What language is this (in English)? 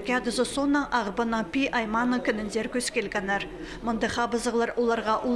Khakas